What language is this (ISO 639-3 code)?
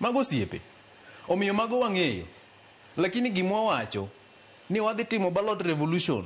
luo